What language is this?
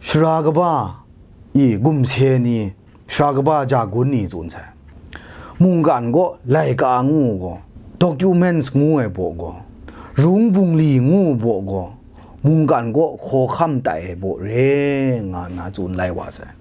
Kachin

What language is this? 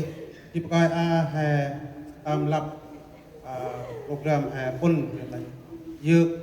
Central Mnong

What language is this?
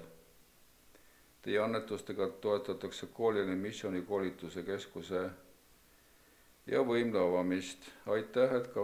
Estonian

